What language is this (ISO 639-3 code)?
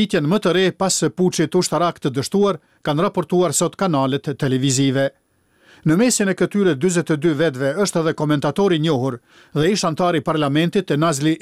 sqi